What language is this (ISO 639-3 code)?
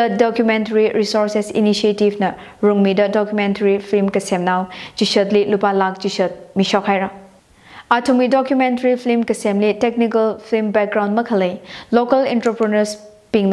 nmf